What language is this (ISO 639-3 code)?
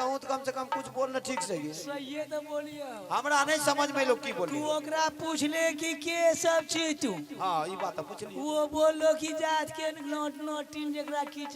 mai